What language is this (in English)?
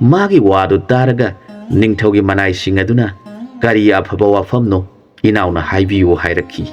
Manipuri